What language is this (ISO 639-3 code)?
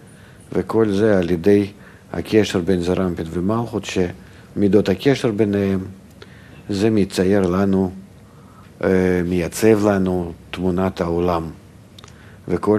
heb